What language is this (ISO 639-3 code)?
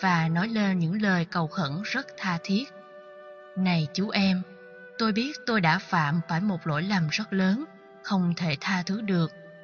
vie